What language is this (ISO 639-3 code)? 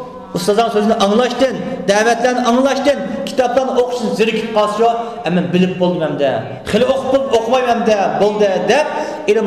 uig